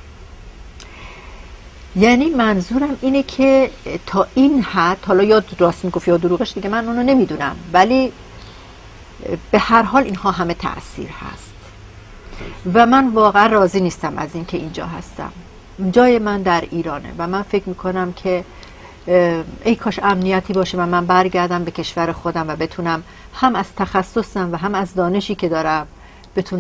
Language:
Persian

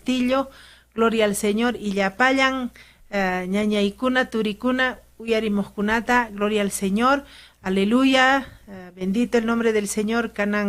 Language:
Ayacucho Quechua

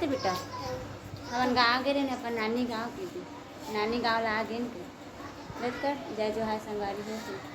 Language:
Chhattisgarhi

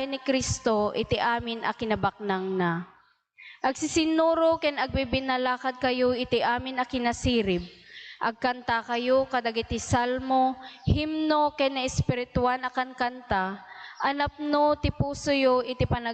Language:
Iloko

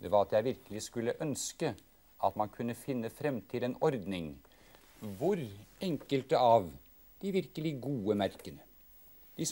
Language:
Norwegian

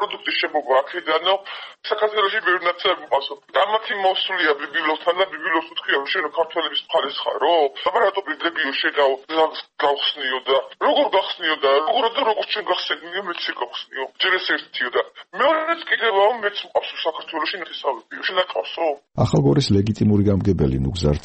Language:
Georgian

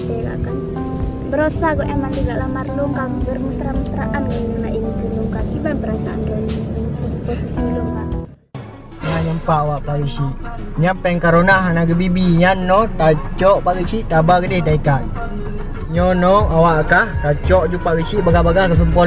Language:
Achinese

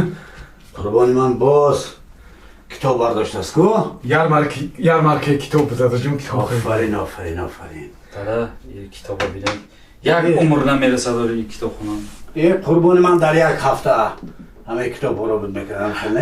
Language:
Tajik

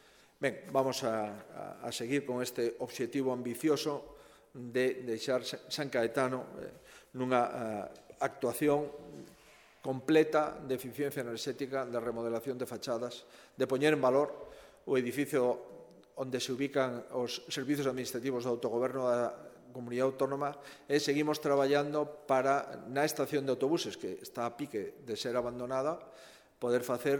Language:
Galician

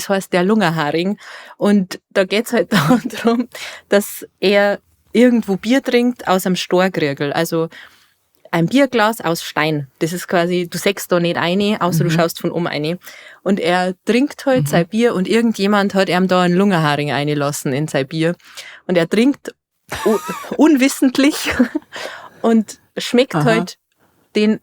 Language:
Bavarian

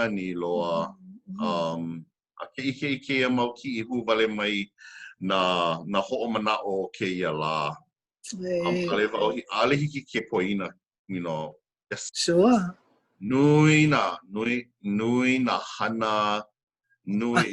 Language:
Hawaiian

